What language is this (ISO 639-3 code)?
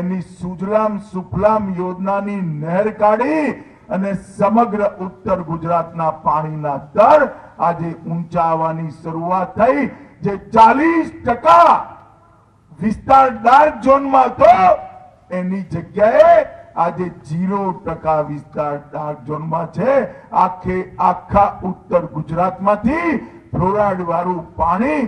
guj